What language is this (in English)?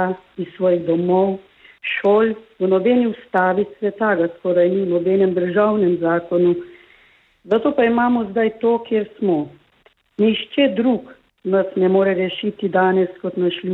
Slovenian